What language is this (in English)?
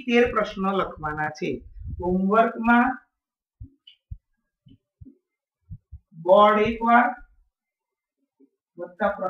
Gujarati